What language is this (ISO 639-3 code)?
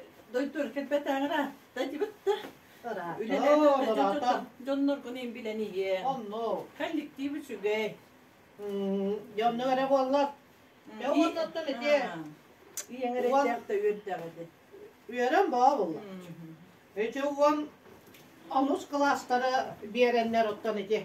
sah